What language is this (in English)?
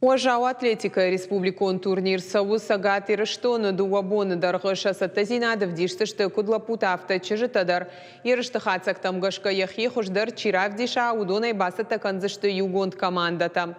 Ossetic